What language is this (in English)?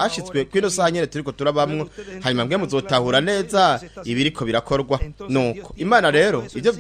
Rundi